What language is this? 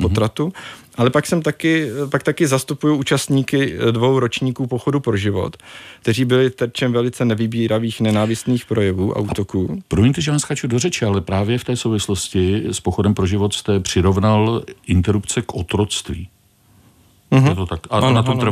Czech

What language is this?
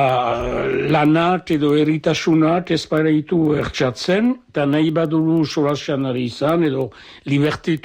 Basque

